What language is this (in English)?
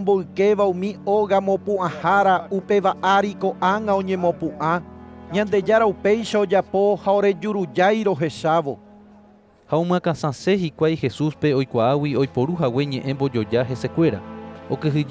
Guarani